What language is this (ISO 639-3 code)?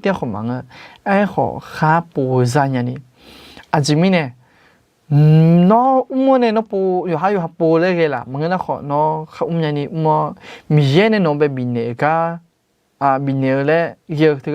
ahk